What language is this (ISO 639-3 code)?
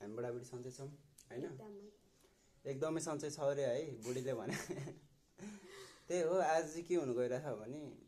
nep